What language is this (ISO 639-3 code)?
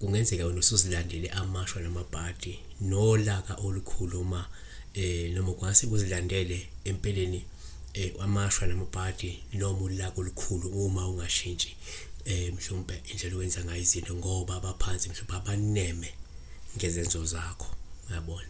zul